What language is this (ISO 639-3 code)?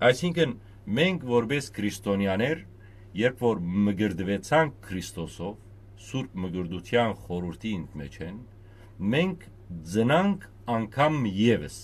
hyw